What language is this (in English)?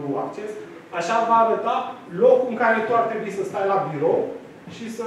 Romanian